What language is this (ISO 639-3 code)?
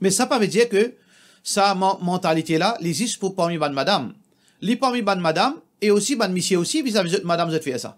mfe